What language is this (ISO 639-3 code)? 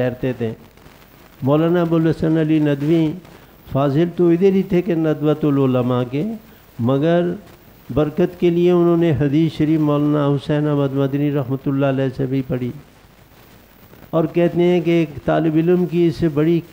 urd